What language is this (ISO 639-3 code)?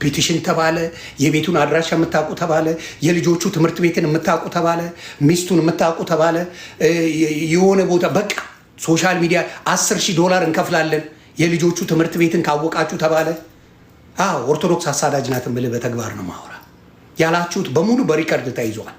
amh